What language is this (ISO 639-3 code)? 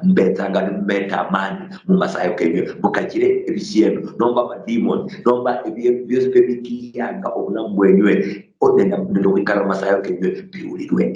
luy